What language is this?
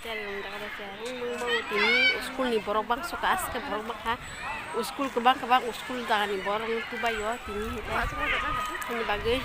Kok Borok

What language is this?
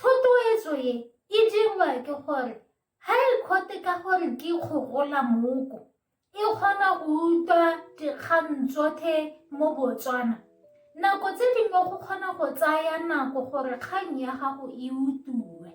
Tswana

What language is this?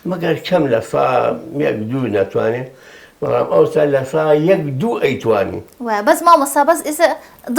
Central Kurdish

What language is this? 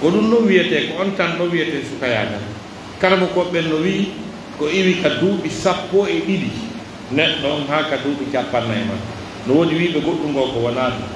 Pular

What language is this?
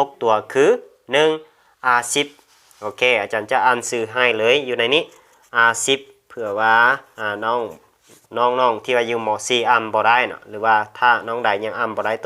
Lao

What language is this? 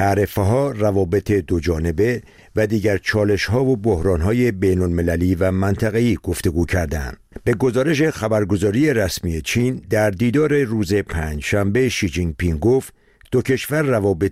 Persian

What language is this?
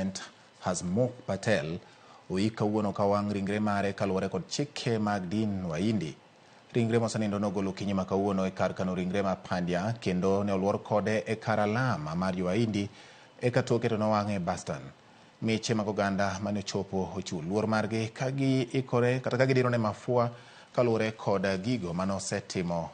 Luo (Kenya and Tanzania)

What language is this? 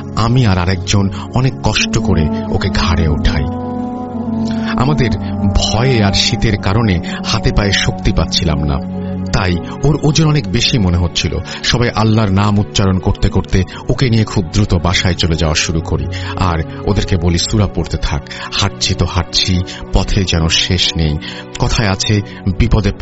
Bangla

